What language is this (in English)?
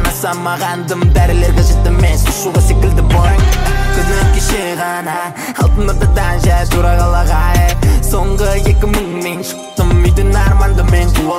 Kazakh